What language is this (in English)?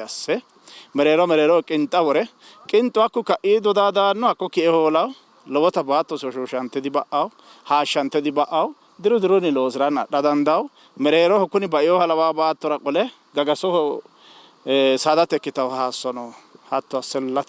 Sidamo